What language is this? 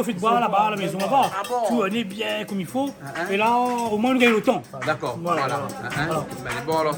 Réunion Creole French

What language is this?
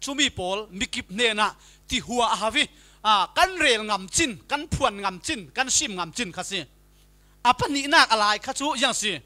Falam Chin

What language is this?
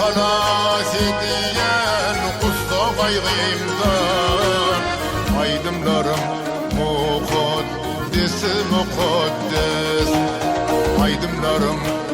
Turkmen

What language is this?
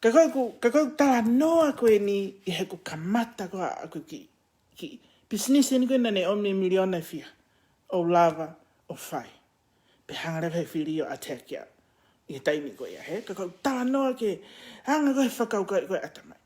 Tongan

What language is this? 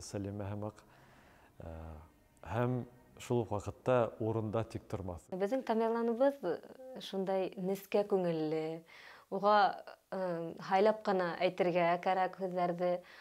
Bashkir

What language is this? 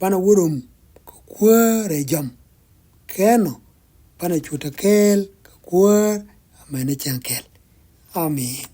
Nuer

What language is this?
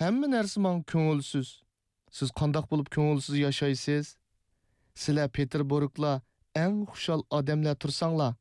Uyghur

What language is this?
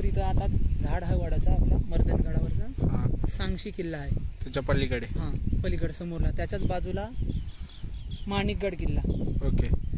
Marathi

